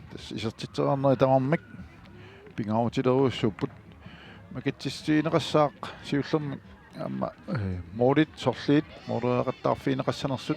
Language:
Kalaallisut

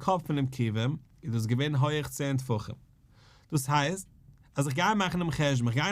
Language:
Yiddish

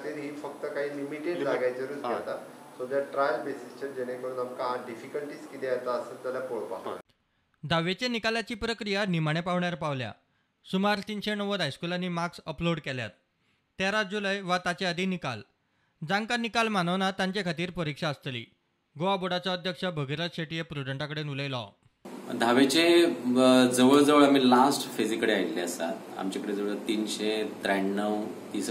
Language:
Konkani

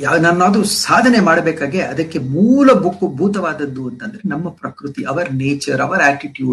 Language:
Kannada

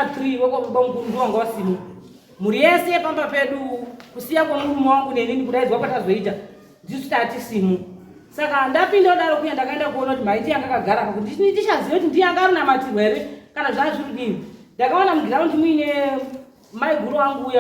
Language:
Shona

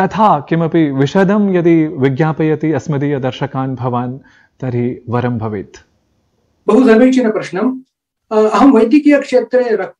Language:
Sanskrit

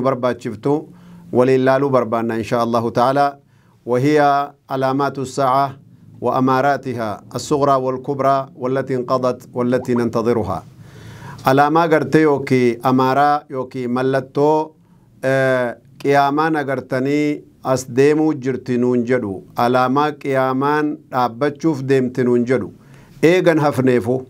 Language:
Oromo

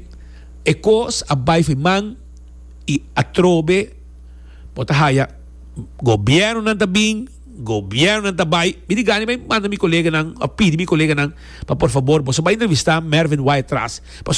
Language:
Papiamento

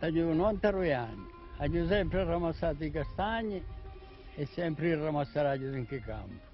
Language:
Corsican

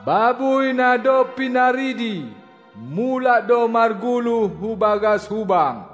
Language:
Batak Simalungun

